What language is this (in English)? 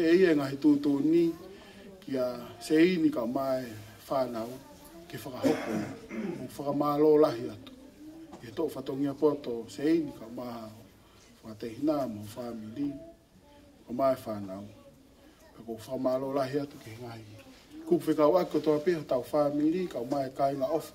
Tongan